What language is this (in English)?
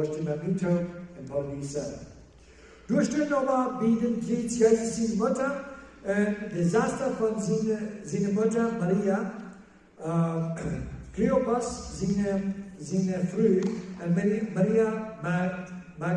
Plautdietsch